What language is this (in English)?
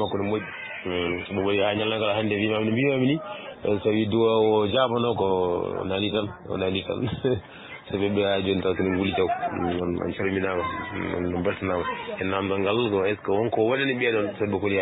Fula